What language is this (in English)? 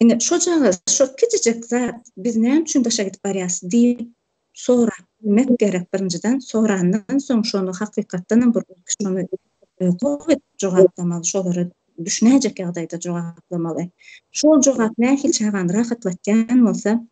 Turkmen